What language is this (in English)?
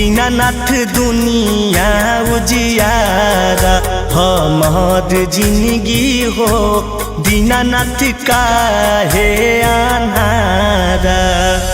Magahi